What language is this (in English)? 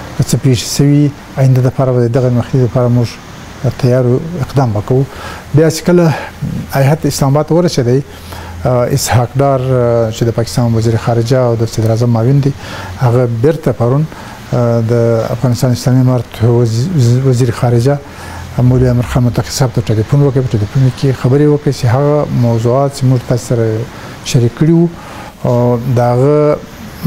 Pashto